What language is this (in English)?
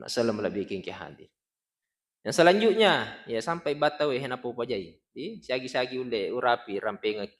Buginese